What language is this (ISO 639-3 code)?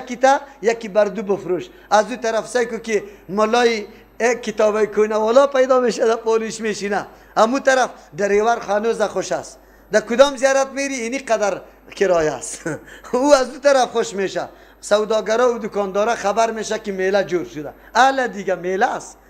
fas